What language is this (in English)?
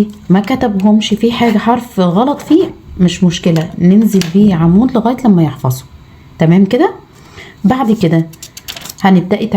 Egyptian Arabic